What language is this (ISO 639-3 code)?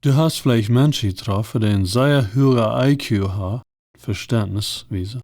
pdt